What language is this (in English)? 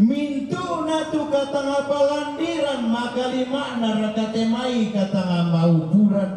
Toraja-Sa'dan